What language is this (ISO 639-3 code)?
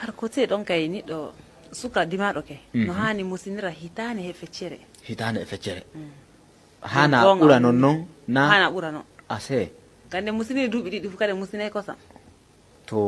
fuv